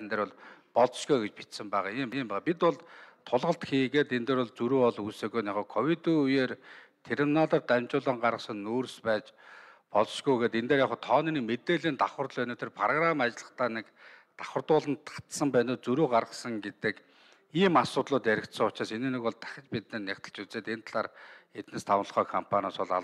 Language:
Mongolian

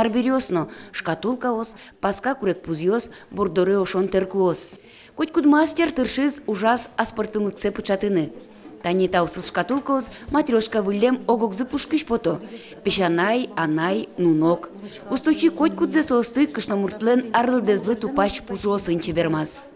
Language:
Udmurt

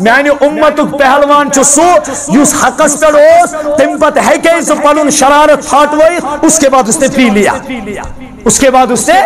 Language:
Kashmiri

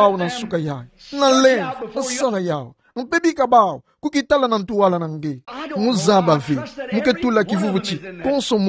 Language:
Kituba (Democratic Republic of Congo)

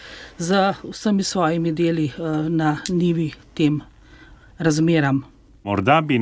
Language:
Slovenian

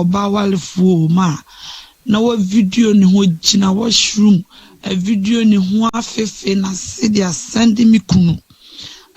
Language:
Akan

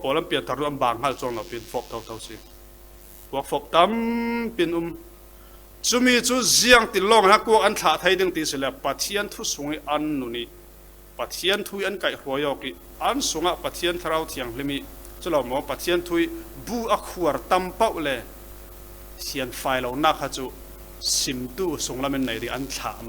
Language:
Falam Chin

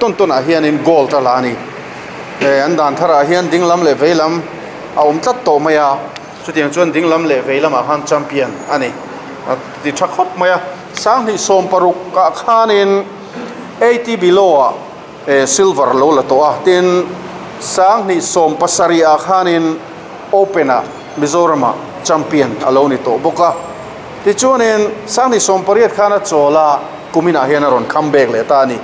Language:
Mizo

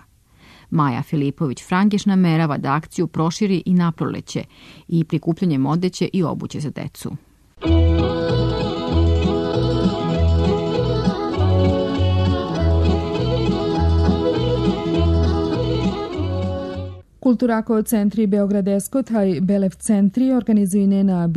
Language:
Serbian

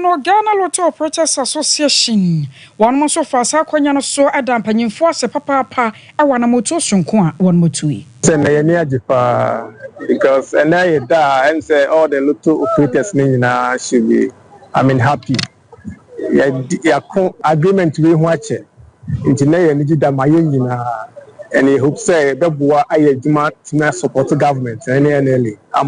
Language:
Akan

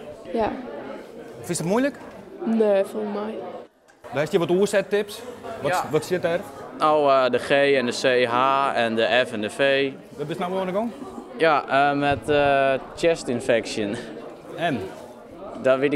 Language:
Western Frisian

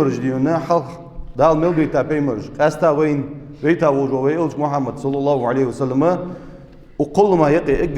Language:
Ingush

